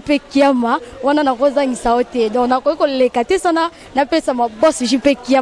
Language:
Lingala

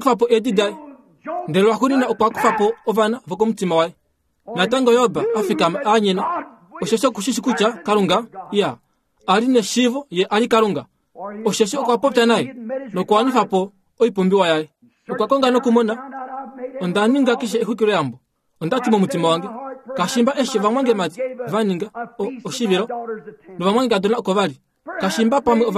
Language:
Kuanyama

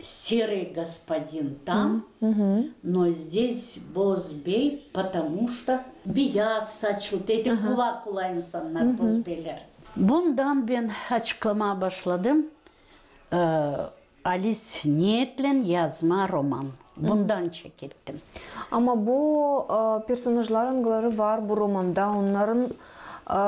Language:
Gagauz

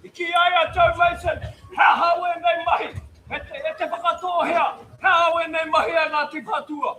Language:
Māori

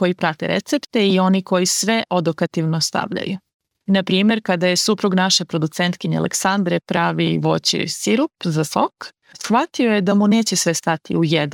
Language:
Serbian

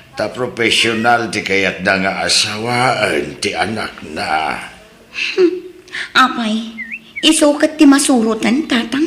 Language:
Iloko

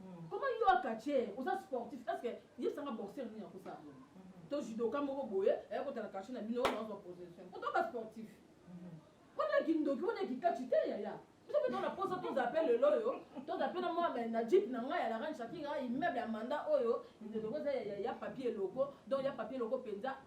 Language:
Lingala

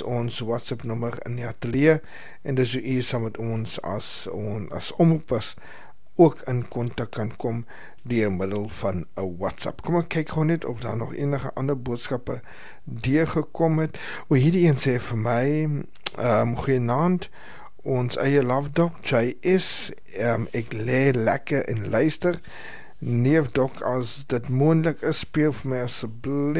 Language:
Afrikaans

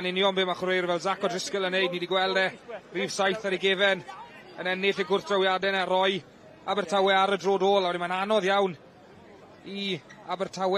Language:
Welsh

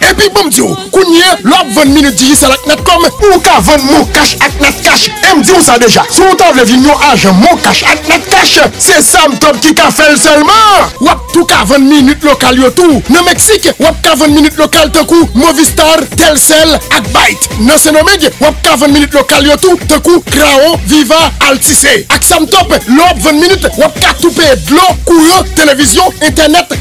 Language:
Haitian Creole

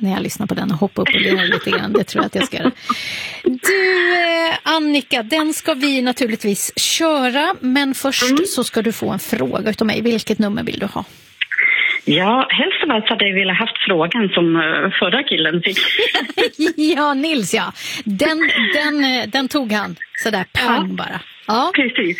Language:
Swedish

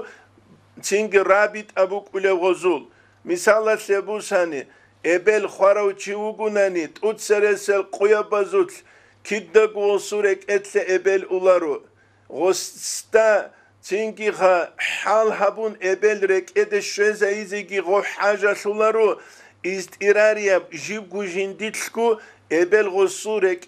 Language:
Avaric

